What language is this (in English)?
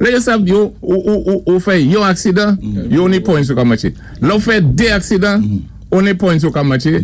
Saint Lucian Creole French